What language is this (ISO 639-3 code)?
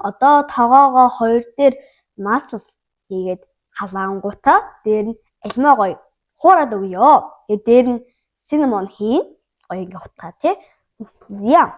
mon